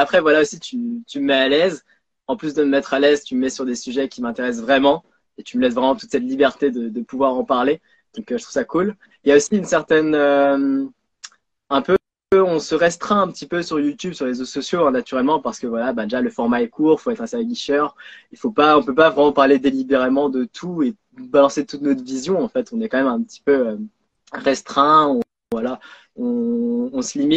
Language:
French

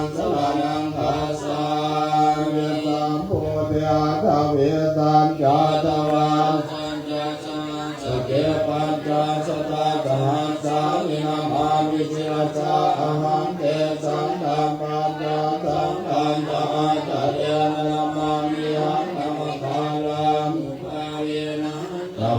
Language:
Pali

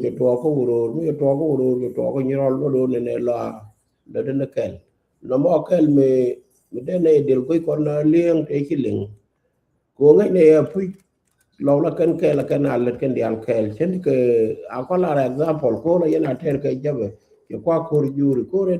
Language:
Nuer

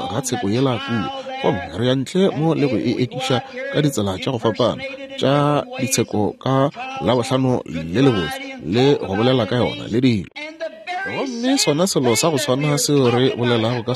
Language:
Northern Sotho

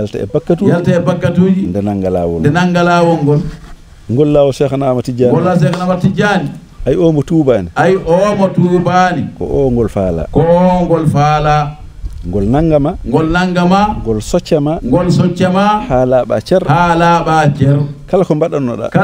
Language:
Fula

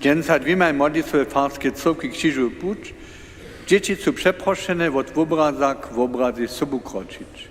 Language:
Upper Sorbian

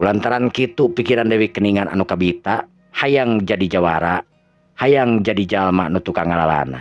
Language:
Sundanese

